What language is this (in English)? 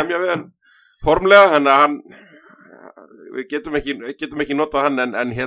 Icelandic